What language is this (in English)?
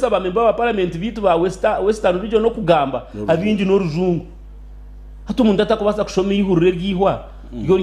Nyankole